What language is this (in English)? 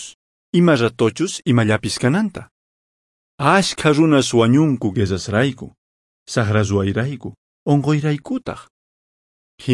Quechua